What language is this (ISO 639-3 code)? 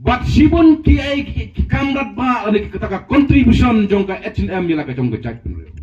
kha